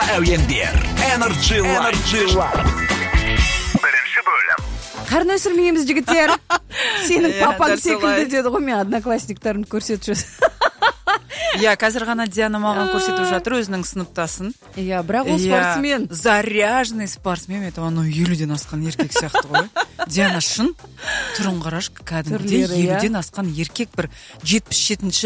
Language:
Kazakh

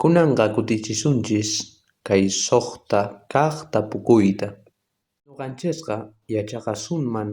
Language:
South Bolivian Quechua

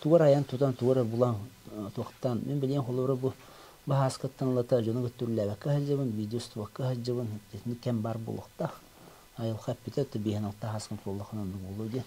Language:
Yakut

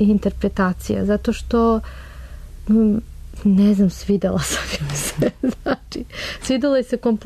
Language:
Serbian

